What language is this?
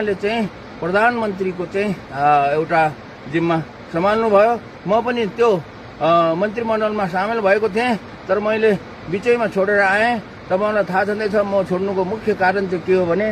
Nepali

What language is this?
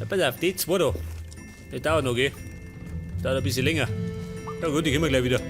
Bavarian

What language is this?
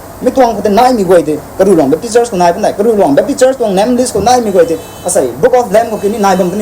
Rongmei Naga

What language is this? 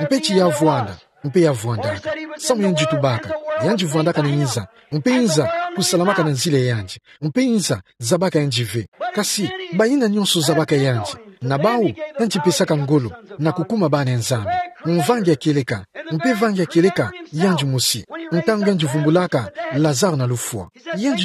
Kituba (Democratic Republic of Congo)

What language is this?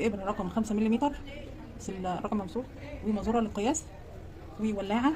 Egyptian Arabic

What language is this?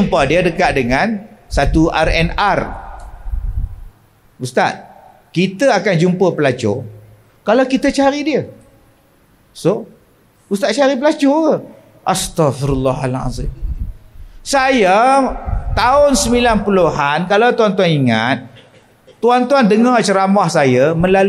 Malay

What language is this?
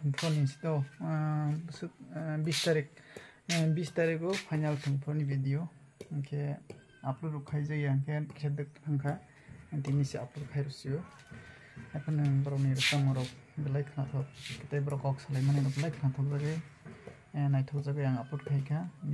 Kok Borok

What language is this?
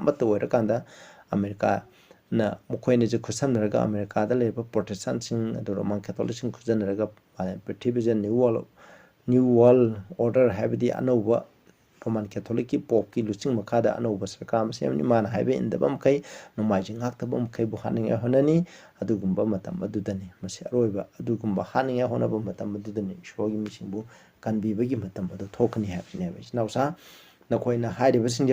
Manipuri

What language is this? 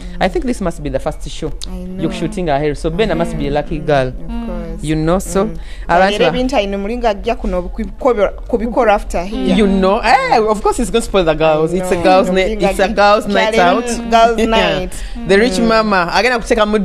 Nyoro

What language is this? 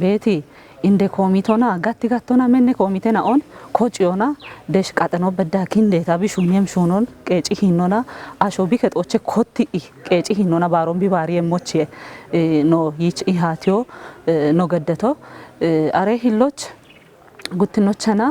Kafa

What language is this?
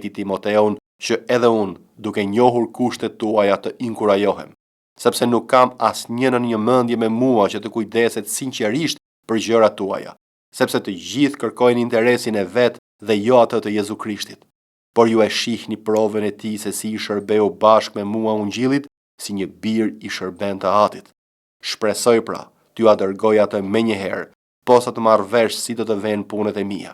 Albanian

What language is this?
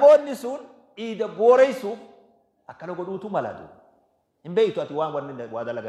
Oromo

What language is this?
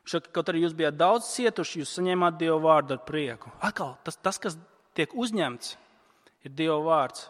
Latvian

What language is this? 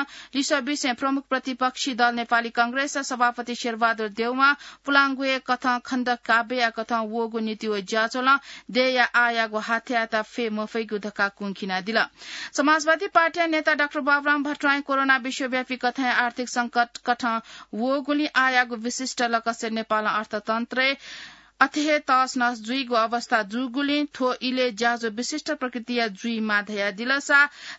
Newari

